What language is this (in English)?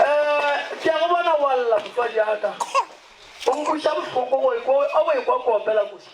Northern Sotho